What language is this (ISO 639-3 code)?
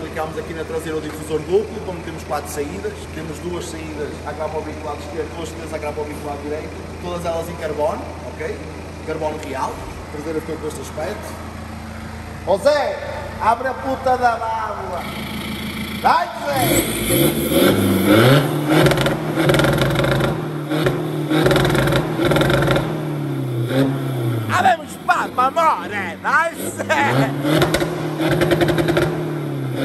por